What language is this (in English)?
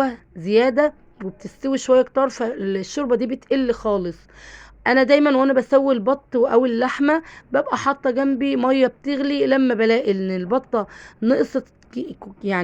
Egyptian Arabic